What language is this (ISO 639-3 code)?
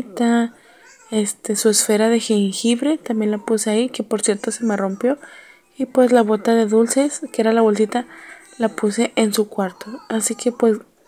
spa